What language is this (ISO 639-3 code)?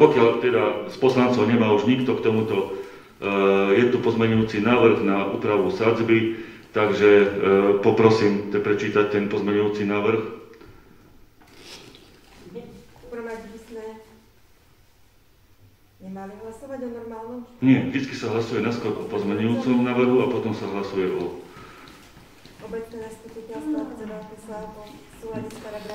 slk